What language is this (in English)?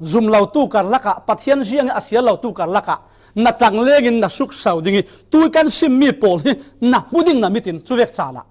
Falam Chin